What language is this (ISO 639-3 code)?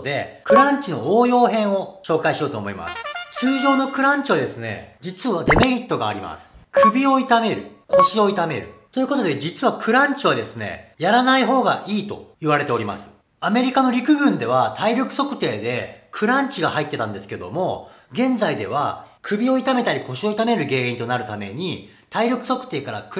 jpn